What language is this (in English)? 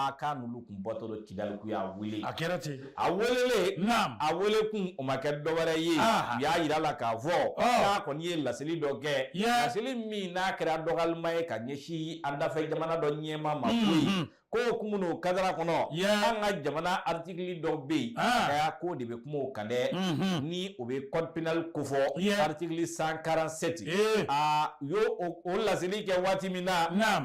Bambara